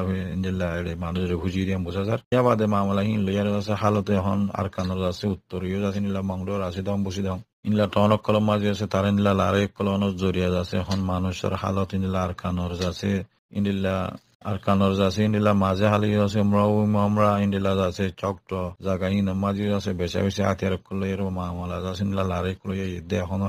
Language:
Rohingya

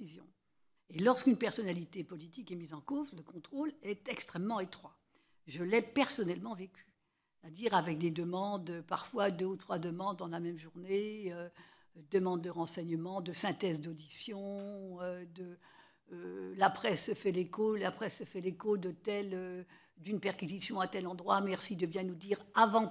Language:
French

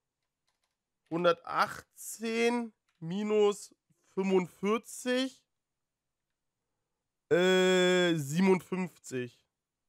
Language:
German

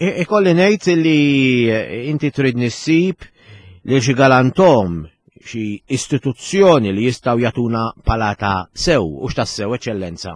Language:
Maltese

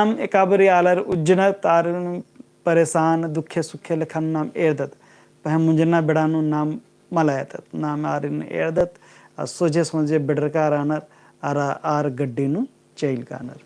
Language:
Kurukh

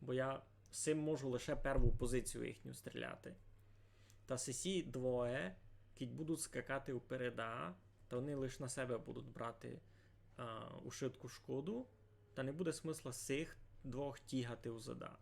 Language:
Rusyn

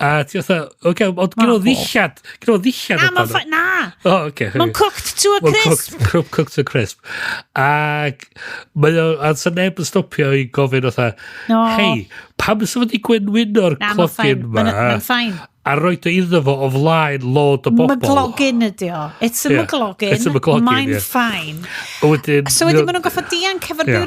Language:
Welsh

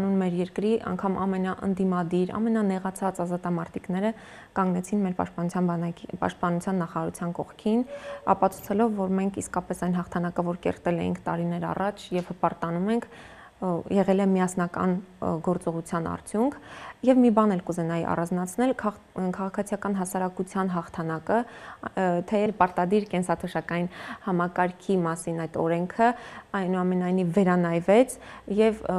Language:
Armenian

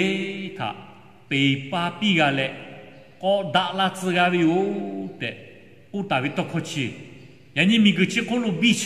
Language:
Lahu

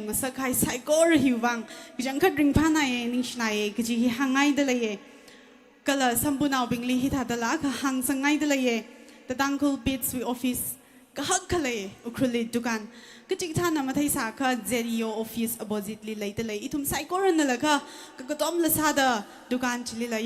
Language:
Tangkhul Naga (India)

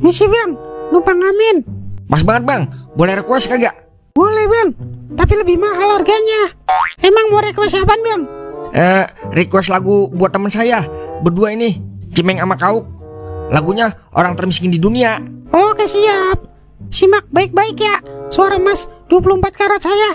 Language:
Betawi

